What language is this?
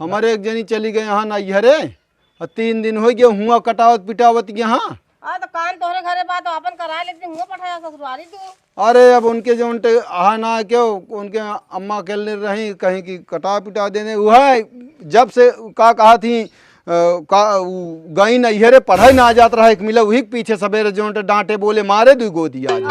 Awadhi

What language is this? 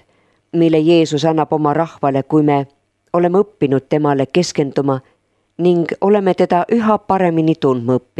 Estonian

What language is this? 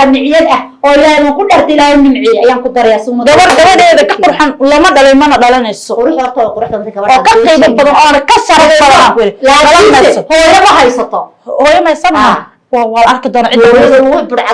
Somali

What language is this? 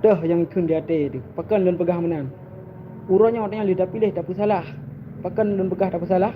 Achinese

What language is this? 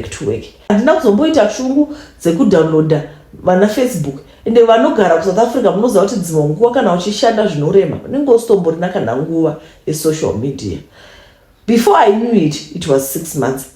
Shona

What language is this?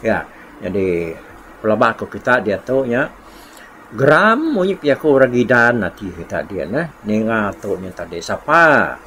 Iban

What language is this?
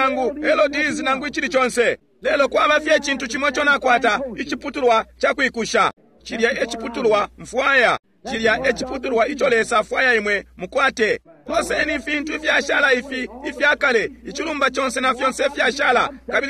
Bemba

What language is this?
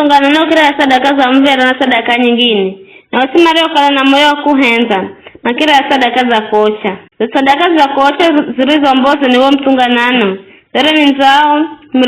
Giryama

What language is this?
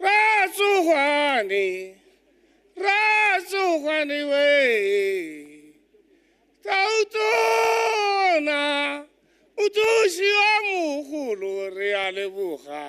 Tswana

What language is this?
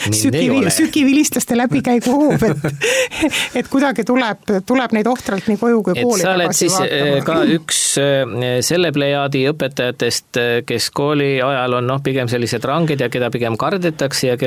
Estonian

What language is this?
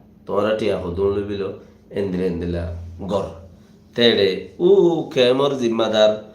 Rohingya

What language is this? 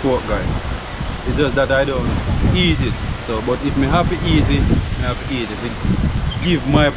Jamaican Creole English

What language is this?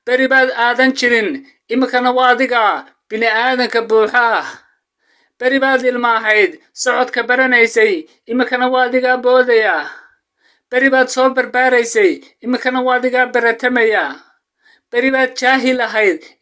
Somali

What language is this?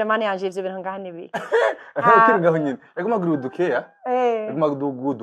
Rundi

